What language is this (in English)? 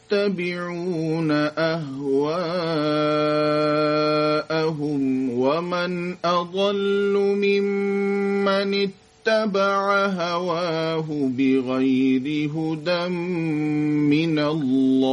Arabic